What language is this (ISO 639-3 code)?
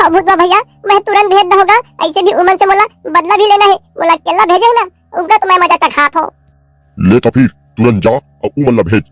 hne